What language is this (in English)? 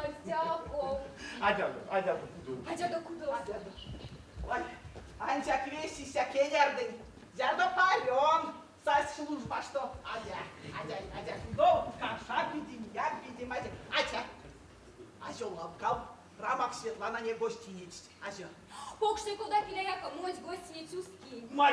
Erzya